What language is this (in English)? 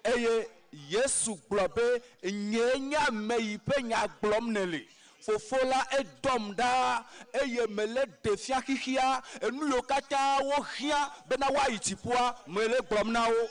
Ewe